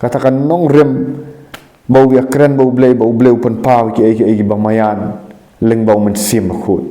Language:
Khasi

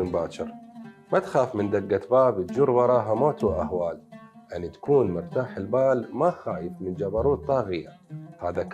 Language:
Mesopotamian Arabic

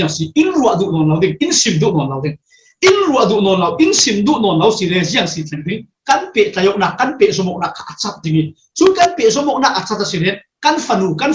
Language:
Falam Chin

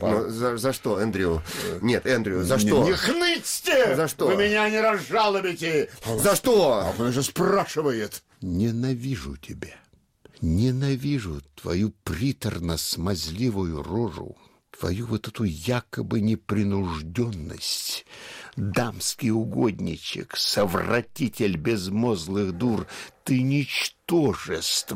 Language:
Russian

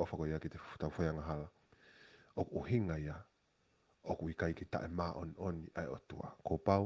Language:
Tongan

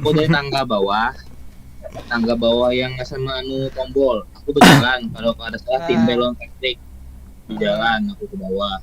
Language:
Banjar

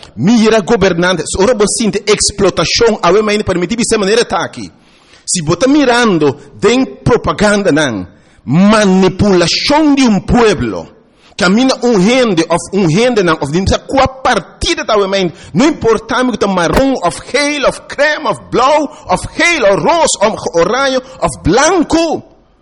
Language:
Papiamento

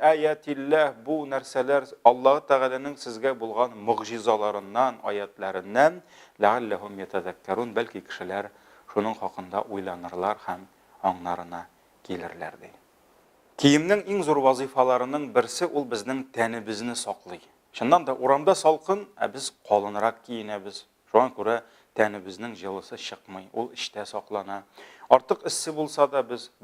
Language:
Tatar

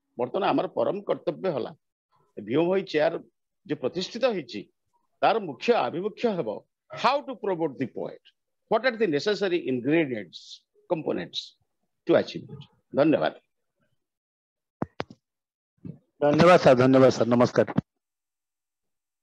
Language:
Odia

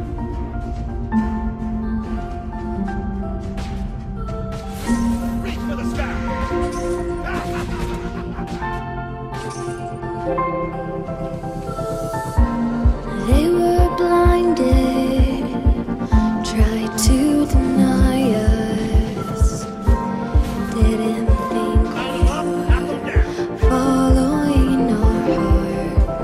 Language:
English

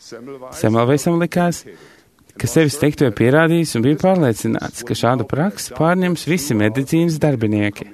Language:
Latvian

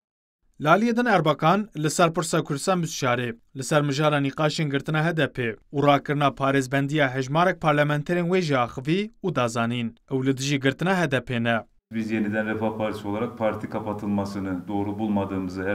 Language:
Kurdish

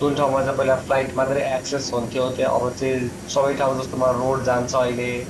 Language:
Nepali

